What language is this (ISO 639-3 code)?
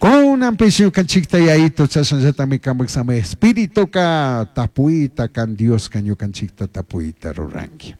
qug